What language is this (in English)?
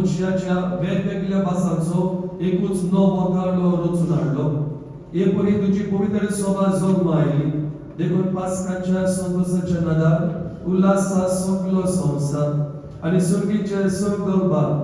Konkani